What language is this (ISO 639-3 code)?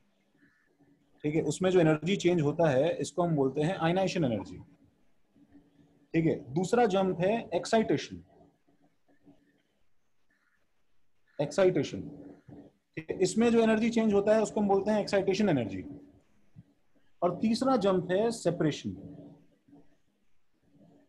hin